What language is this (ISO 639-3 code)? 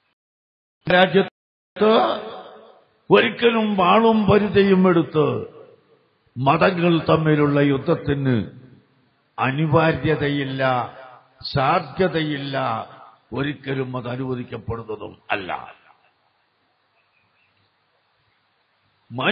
mal